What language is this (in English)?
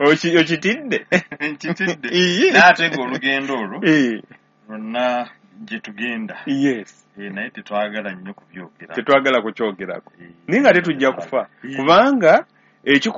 Ganda